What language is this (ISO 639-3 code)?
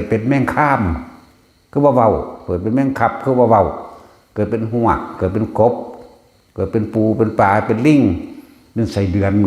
tts